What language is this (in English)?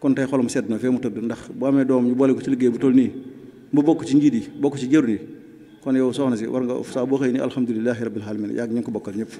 Wolof